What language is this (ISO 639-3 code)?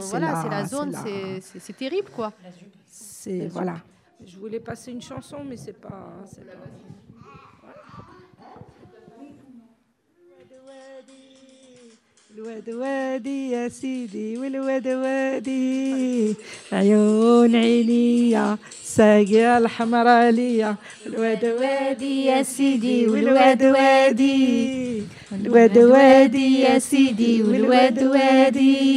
fra